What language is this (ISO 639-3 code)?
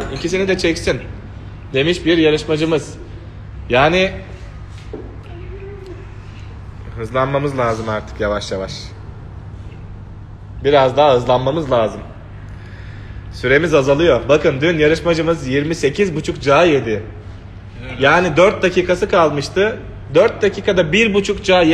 tur